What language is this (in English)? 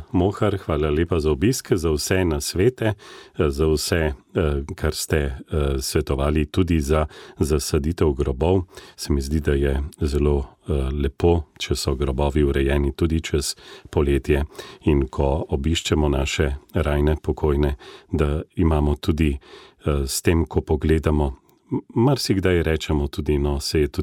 Slovenian